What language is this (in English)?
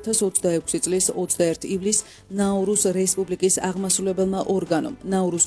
Georgian